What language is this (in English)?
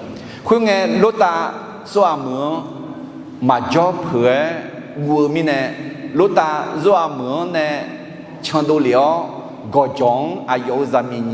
Akha